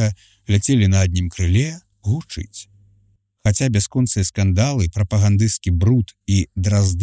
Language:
Belarusian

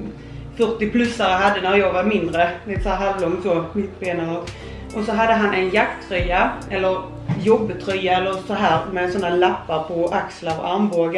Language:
Swedish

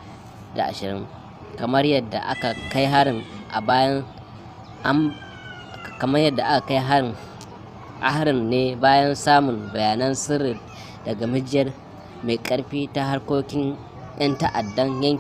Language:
Hausa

